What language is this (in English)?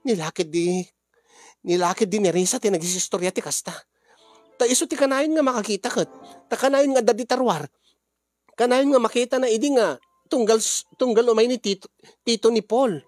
Iloko